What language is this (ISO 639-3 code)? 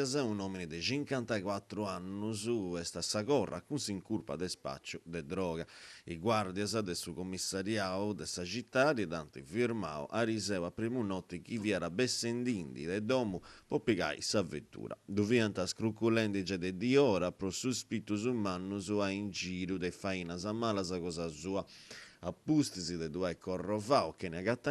srd